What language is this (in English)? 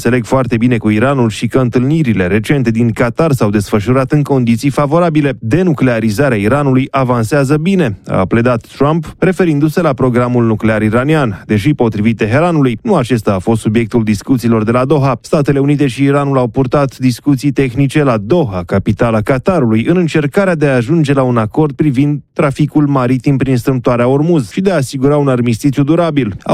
Romanian